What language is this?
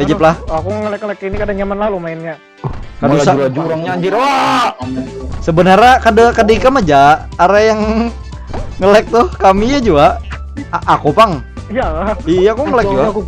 Banjar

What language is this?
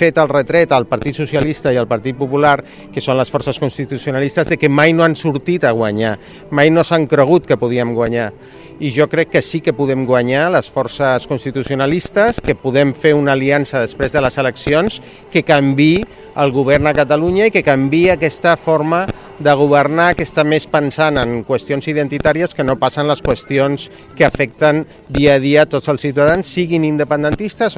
Catalan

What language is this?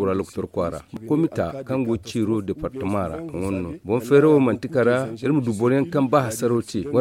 Zarma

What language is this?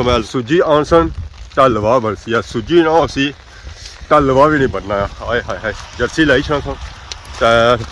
Pahari-Potwari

